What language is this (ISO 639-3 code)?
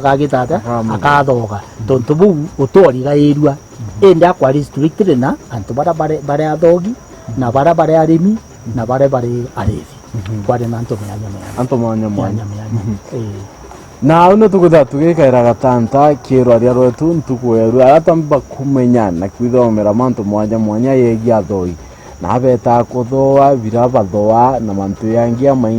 mer